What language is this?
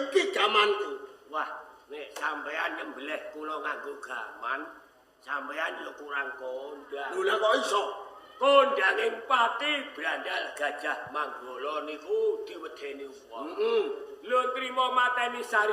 Javanese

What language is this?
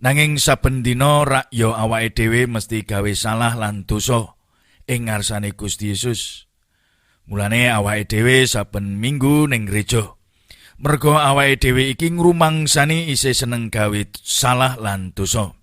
Javanese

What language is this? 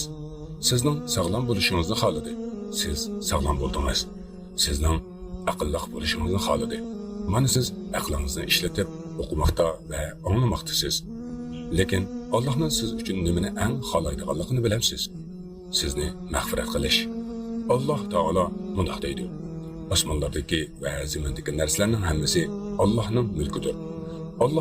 Uyghur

